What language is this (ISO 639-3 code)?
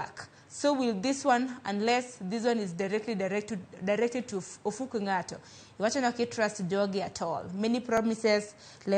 luo